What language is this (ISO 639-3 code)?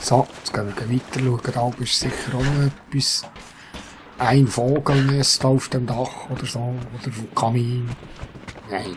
gsw